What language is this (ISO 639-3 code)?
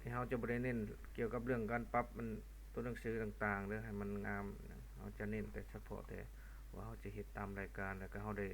lao